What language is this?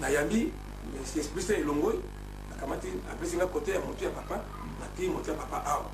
Lingala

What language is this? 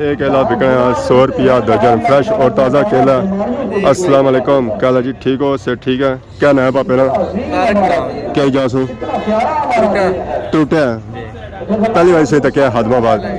Pahari-Potwari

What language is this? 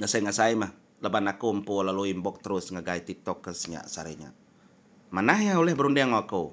Iban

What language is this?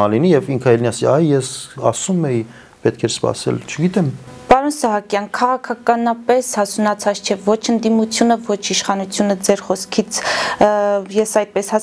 Armenian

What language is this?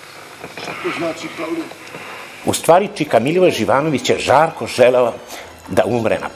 Serbian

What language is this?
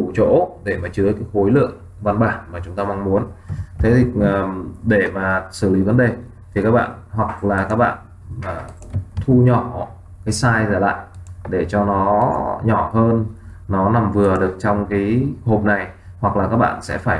Vietnamese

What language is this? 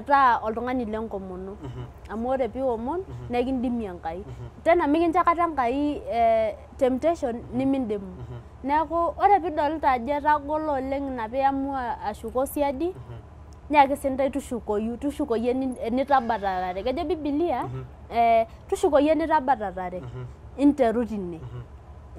Masai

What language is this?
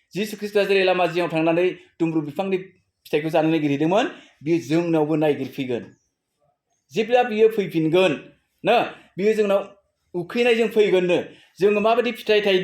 Bodo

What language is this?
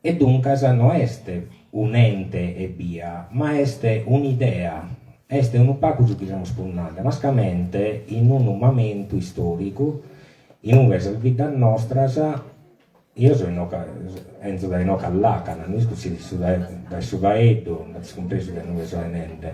Sardinian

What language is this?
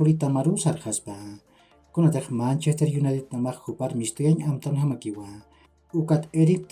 Aymara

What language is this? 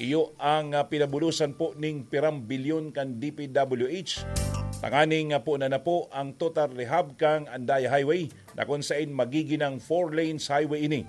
Bikol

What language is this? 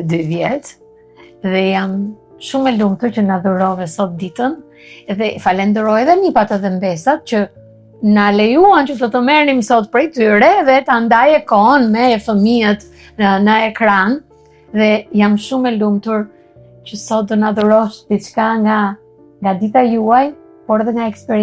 Albanian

